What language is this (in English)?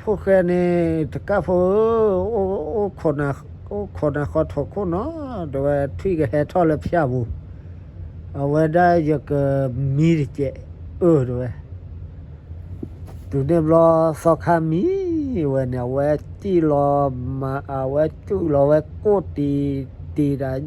S'gaw Karen